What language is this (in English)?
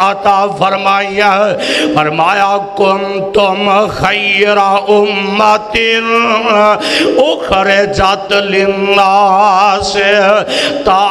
Urdu